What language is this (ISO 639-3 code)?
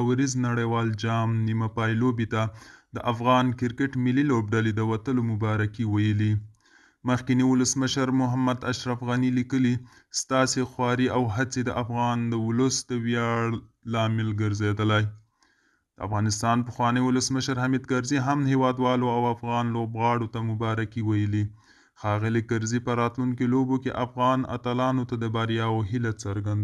pus